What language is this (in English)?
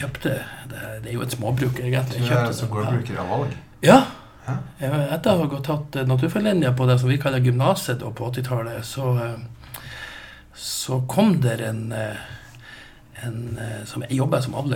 Norwegian